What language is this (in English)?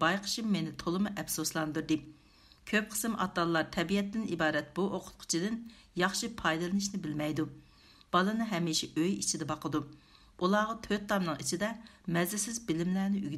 Uyghur